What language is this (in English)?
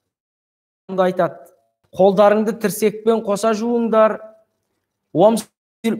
Kazakh